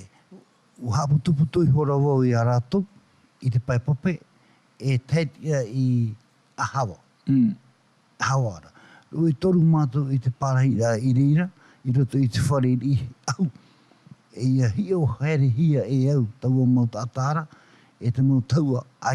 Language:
Tahitian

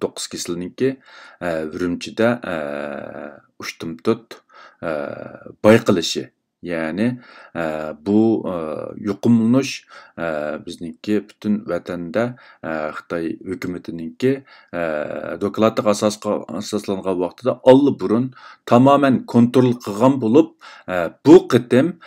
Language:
Uyghur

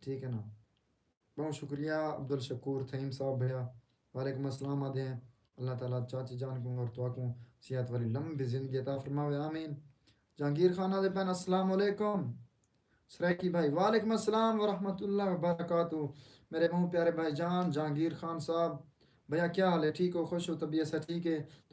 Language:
Saraiki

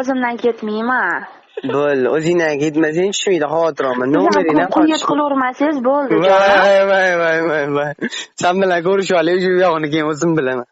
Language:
Uzbek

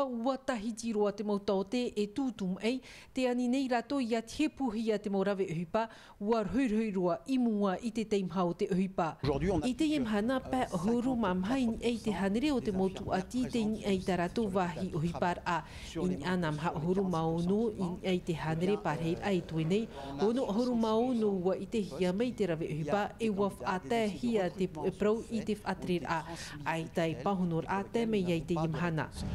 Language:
Tahitian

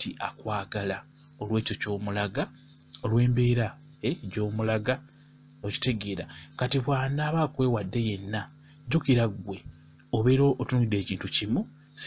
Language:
Ganda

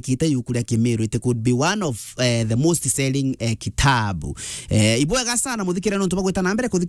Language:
Meru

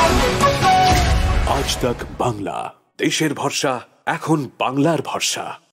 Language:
Bangla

